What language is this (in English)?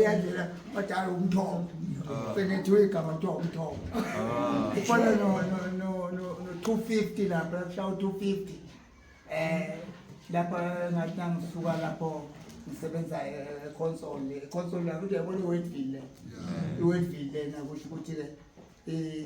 Zulu